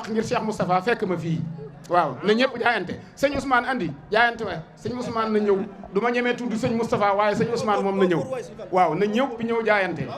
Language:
Wolof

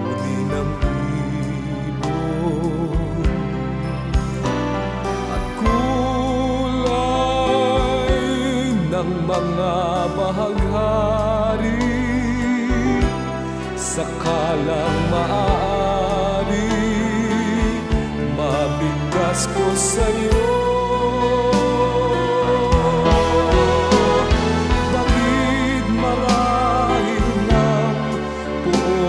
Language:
Filipino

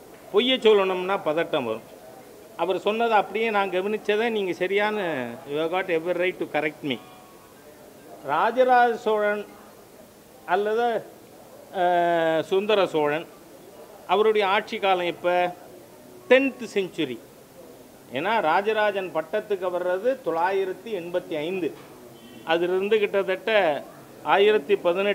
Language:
Tamil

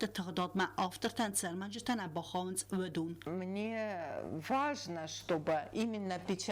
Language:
Ossetic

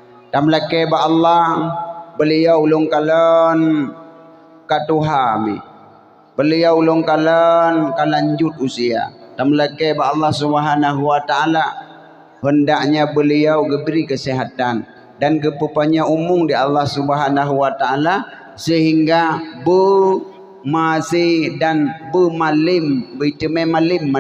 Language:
Achinese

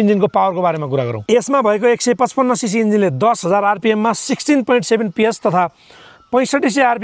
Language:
Nepali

